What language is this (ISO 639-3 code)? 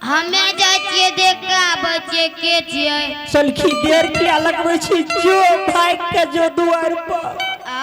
anp